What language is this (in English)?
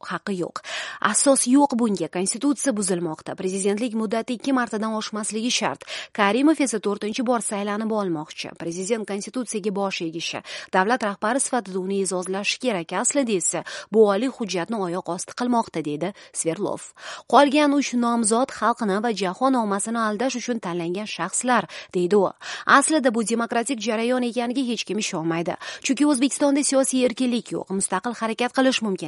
Uzbek